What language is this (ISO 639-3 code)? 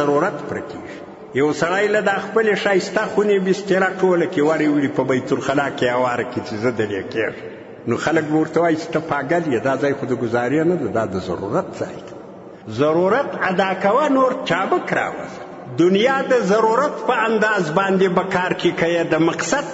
pus